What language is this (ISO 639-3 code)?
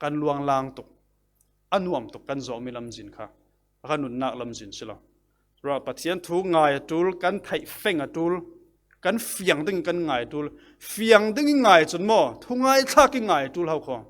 cfm